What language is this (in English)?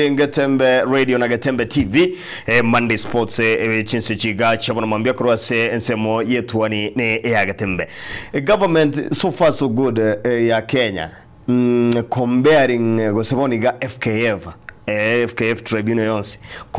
Gusii